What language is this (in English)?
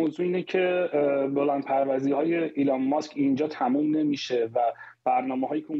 Persian